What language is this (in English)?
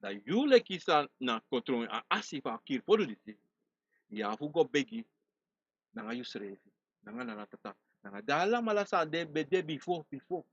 Sranan Tongo